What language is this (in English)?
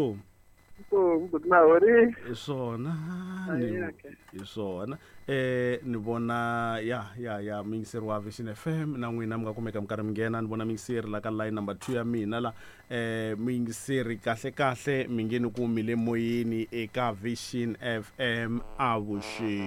Tsonga